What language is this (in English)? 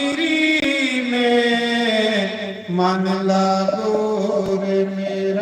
Dogri